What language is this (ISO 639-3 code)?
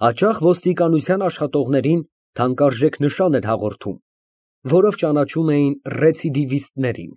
hye